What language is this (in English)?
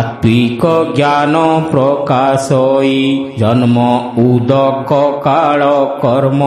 Odia